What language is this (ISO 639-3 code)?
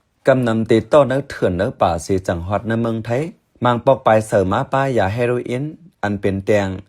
shn